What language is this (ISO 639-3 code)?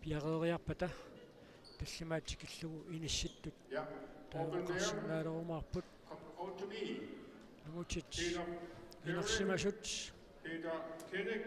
kal